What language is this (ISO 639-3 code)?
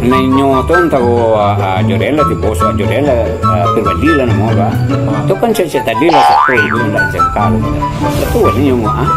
min